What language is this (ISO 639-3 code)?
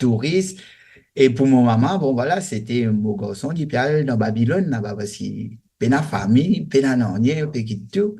mfe